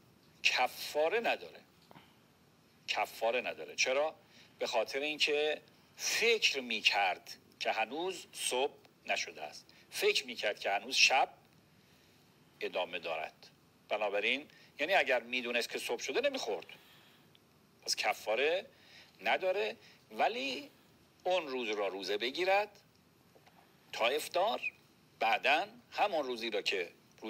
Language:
Persian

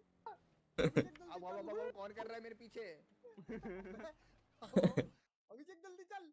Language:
Hindi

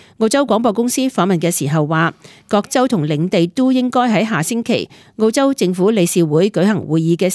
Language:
Cantonese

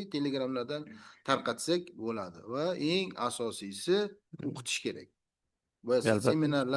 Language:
Uzbek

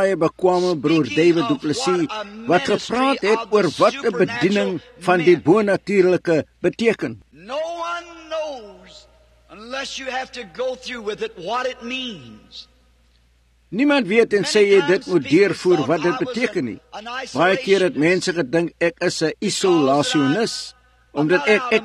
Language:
Afrikaans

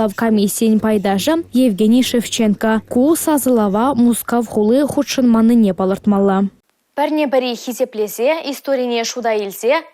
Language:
Chuvash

